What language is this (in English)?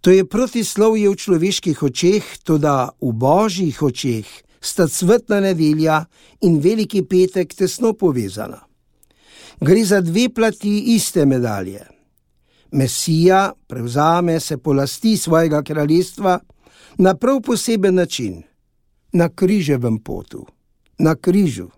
Slovenian